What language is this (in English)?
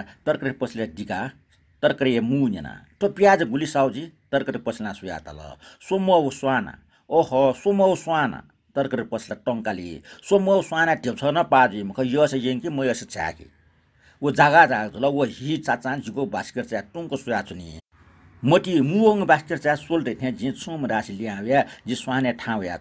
Newari